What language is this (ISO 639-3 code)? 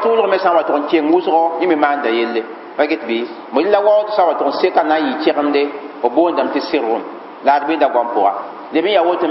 mos